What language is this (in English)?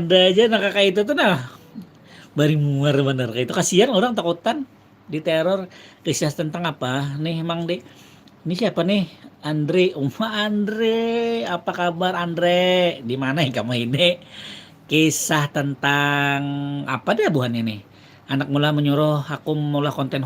Banjar